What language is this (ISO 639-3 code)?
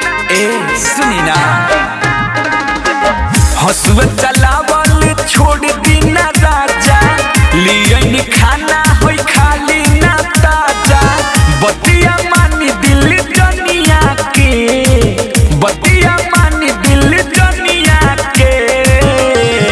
bho